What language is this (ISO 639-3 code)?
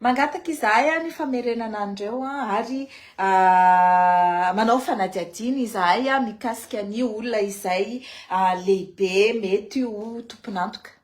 mlg